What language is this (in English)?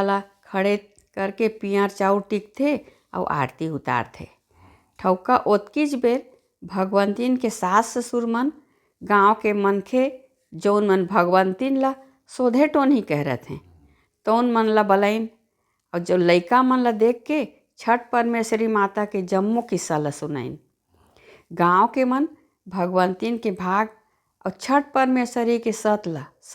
Chhattisgarhi